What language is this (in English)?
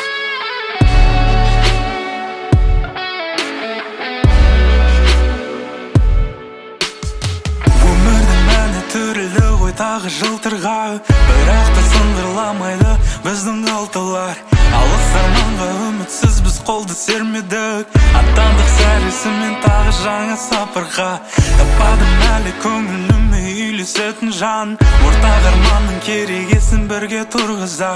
Kazakh